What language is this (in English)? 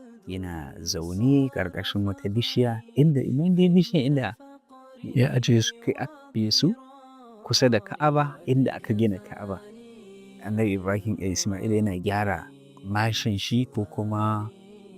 Hausa